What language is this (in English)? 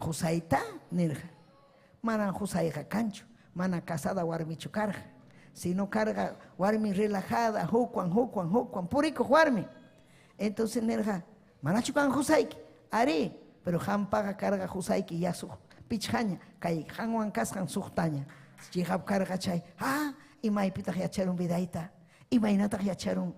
Ayacucho Quechua